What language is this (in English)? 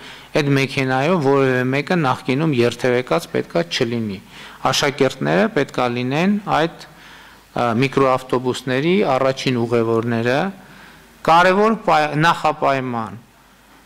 Armenian